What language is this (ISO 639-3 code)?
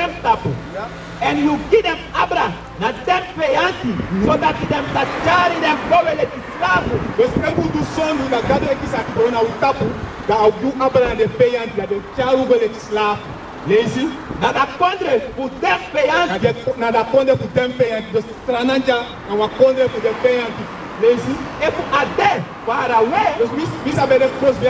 srn